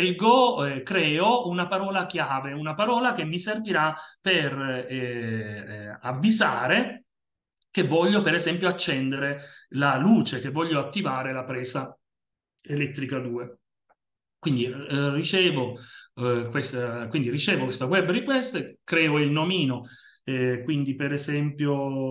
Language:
Italian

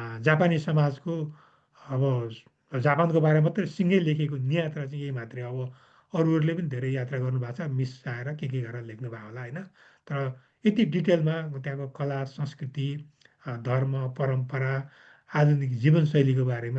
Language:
Nepali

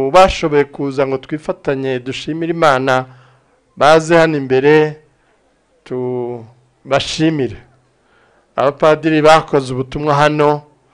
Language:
Kinyarwanda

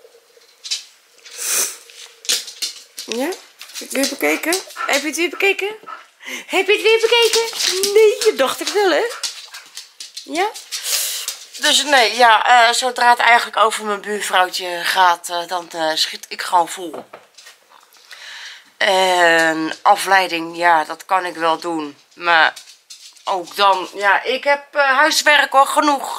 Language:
Dutch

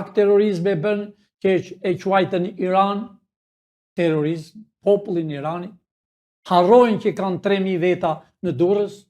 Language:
Albanian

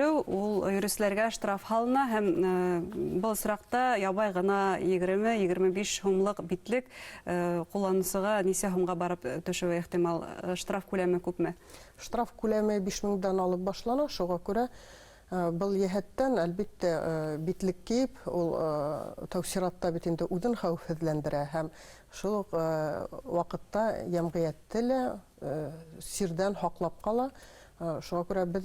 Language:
Bashkir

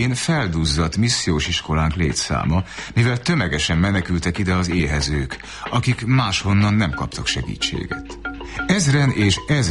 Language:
Hungarian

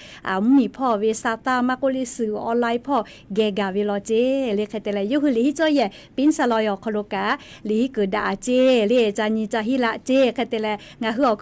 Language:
Lahu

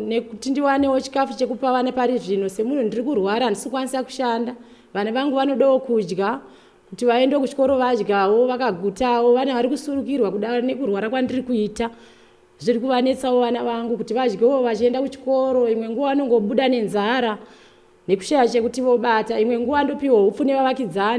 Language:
Shona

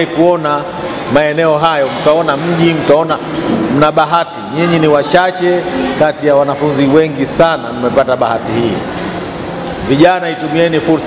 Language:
Swahili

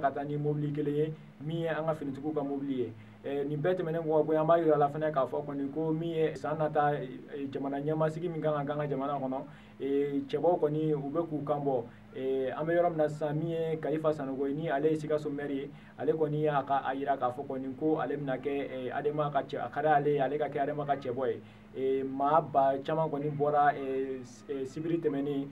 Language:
Bambara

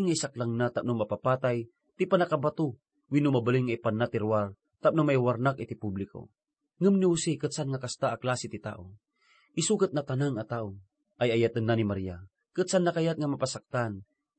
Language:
Iloko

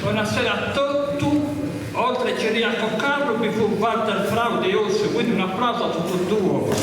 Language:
Sardinian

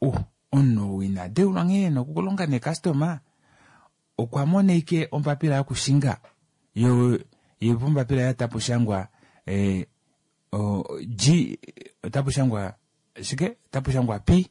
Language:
Kuanyama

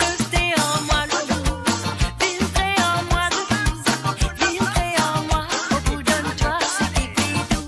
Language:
Morisyen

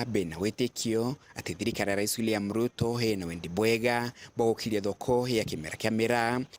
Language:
Meru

